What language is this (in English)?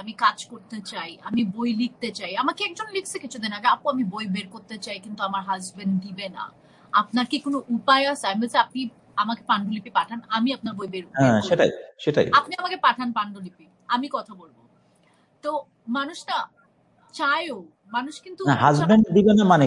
Bangla